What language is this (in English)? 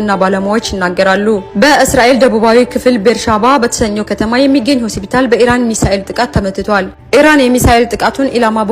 Amharic